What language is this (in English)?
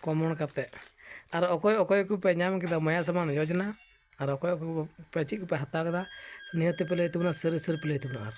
Santali